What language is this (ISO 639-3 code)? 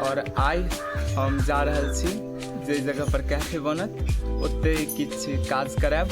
mai